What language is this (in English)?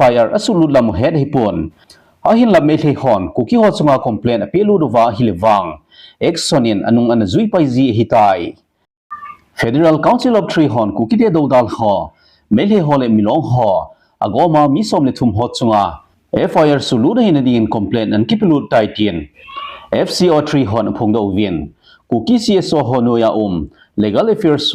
Thado Chin